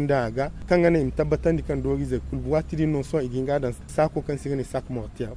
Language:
Zarma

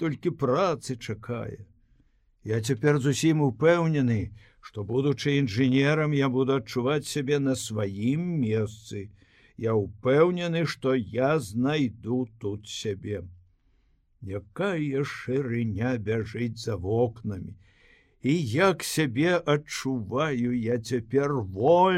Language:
Belarusian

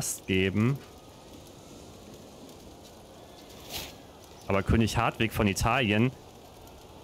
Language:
German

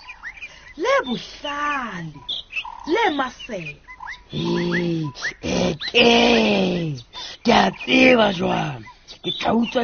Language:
Southern Sotho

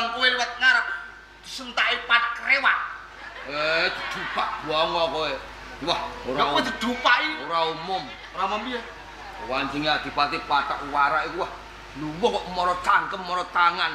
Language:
Javanese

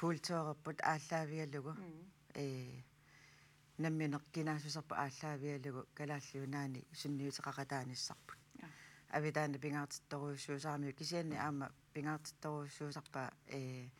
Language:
Kalaallisut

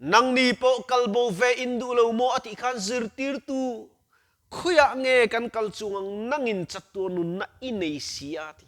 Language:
Mizo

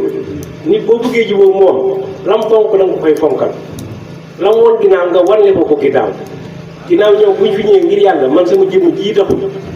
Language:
Wolof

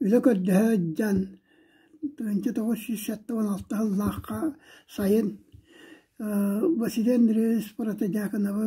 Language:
Yakut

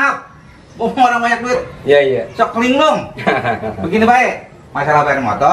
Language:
Betawi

